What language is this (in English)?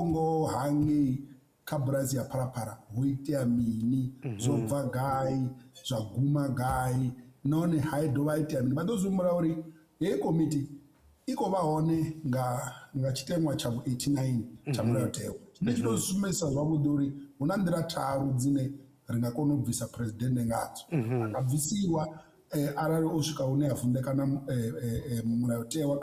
Venda